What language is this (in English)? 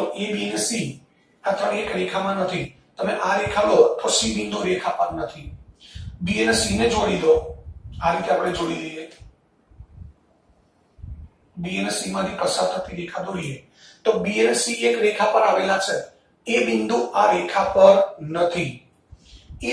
Gujarati